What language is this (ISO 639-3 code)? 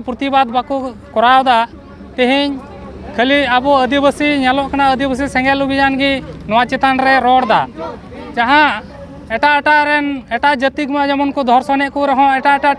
sat